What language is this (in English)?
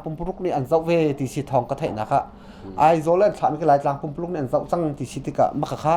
Hakha Chin